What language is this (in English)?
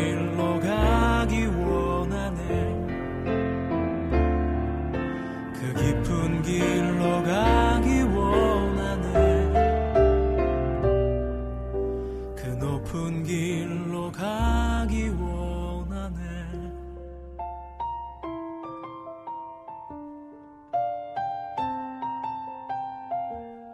Korean